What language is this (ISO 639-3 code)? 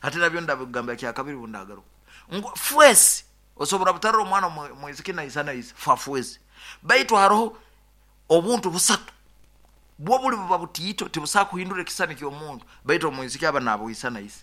nyo